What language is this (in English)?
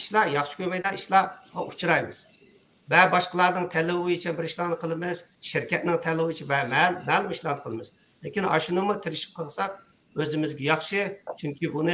Uyghur